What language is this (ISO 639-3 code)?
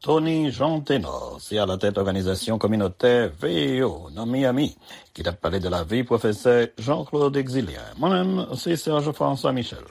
hat